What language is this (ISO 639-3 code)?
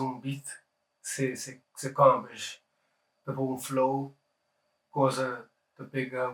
kea